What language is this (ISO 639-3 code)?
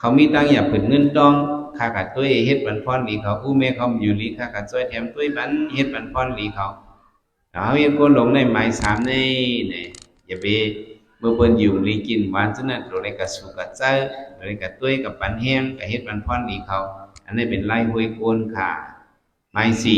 shn